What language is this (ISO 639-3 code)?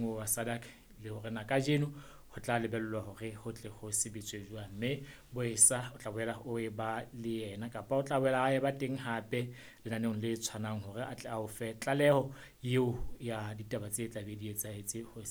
sot